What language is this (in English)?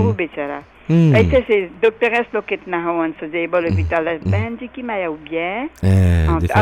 Bhojpuri